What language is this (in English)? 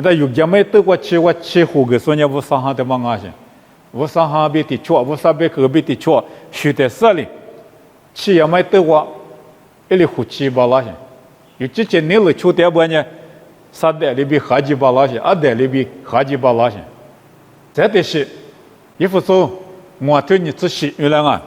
Lisu